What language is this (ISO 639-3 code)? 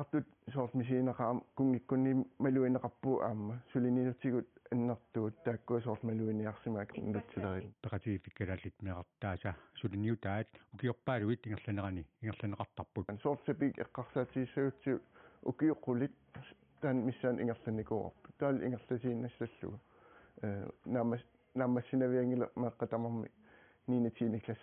kal